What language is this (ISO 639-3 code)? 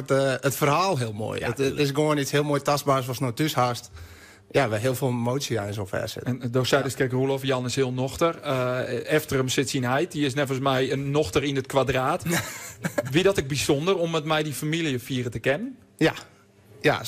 fry